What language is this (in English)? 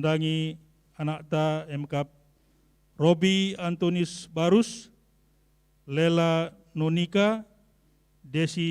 Batak Karo